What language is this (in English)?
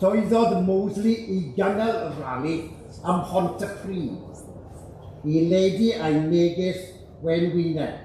Welsh